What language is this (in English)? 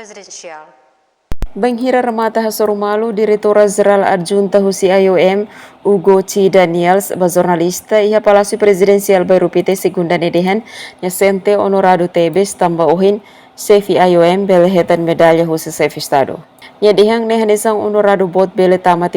Tetum